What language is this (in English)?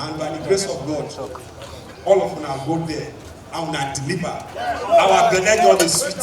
Nigerian Pidgin